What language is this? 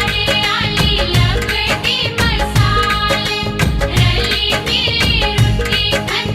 Dogri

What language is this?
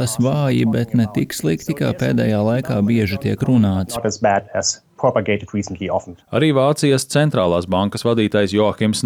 Latvian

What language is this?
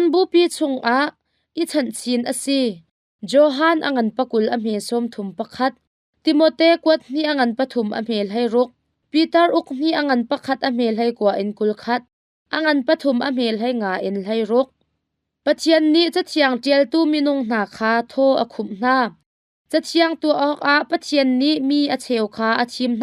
Hakha Chin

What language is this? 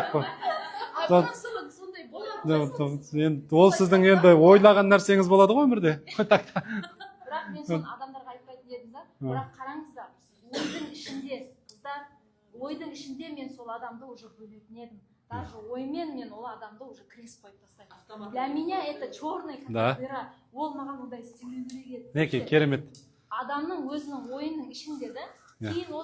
Kazakh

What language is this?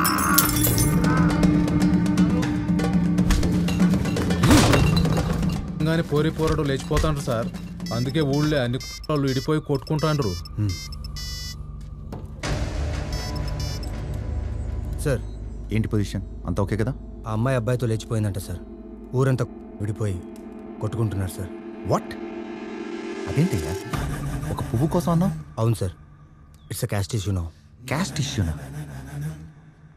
Telugu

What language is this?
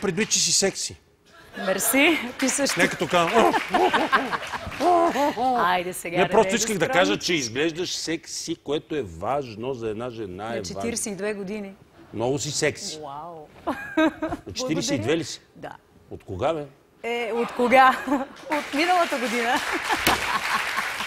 Bulgarian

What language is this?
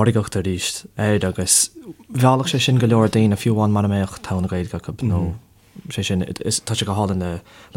Irish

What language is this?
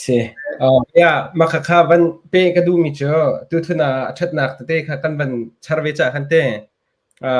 Hakha Chin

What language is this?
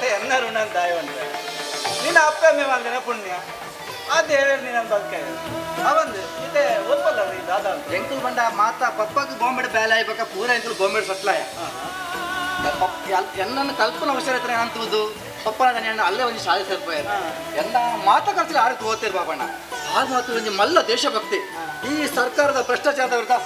Tulu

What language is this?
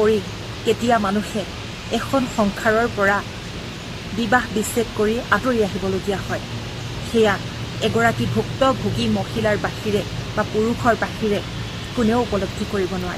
Assamese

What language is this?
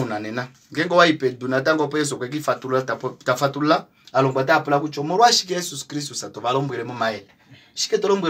Kuanyama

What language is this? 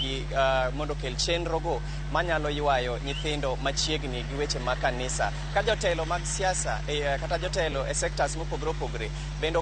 Luo (Kenya and Tanzania)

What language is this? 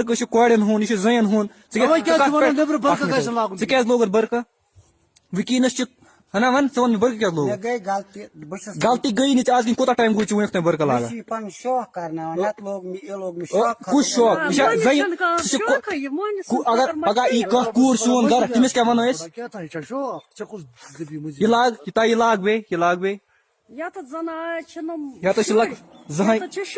Kashmiri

